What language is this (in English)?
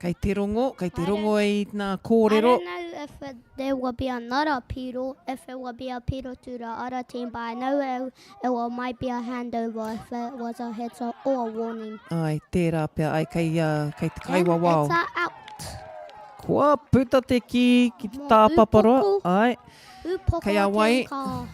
Māori